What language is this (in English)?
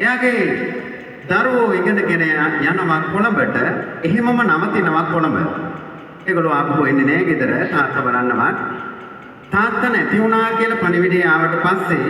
Sinhala